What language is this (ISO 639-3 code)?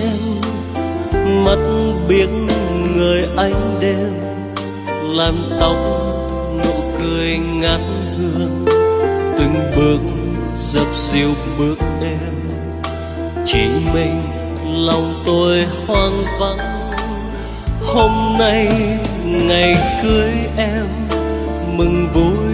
vie